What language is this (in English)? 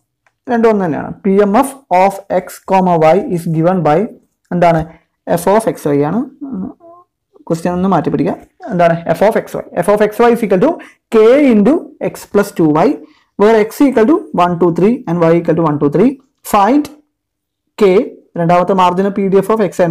Malayalam